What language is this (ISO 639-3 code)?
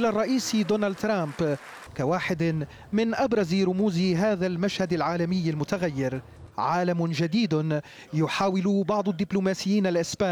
ara